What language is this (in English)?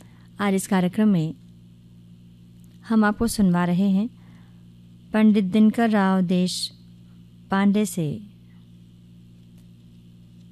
Hindi